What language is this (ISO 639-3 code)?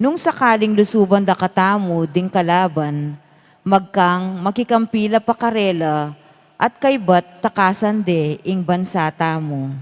pam